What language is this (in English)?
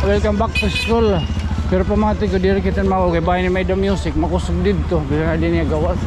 Waray